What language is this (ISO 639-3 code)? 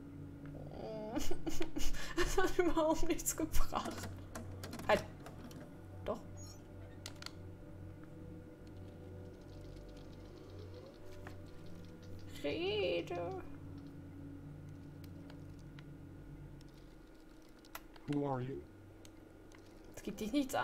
deu